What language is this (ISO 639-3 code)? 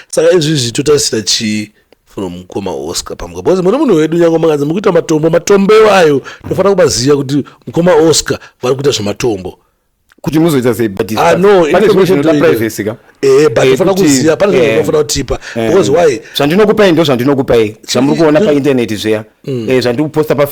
sna